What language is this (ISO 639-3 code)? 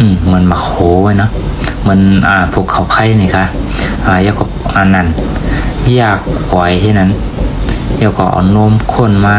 shn